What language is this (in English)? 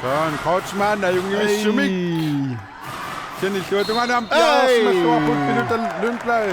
Kalaallisut